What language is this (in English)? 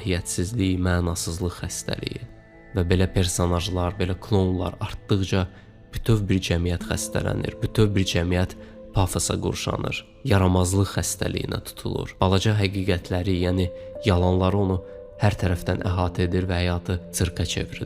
Azerbaijani